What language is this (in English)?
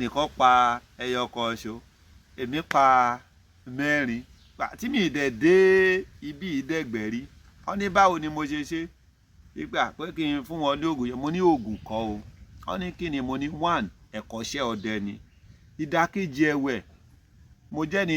Yoruba